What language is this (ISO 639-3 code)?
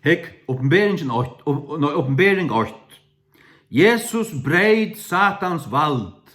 fao